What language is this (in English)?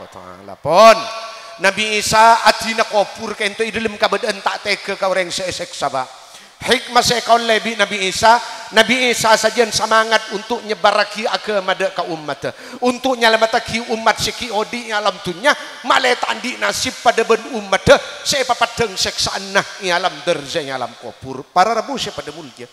Madurese